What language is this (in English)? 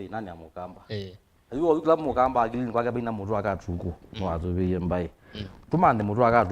Kamba